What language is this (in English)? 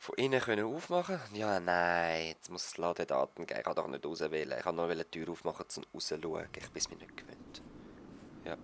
Swiss German